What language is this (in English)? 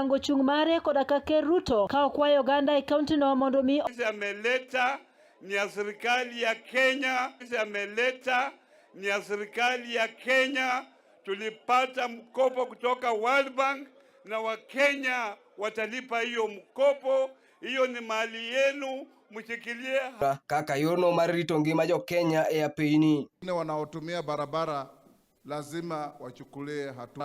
Luo (Kenya and Tanzania)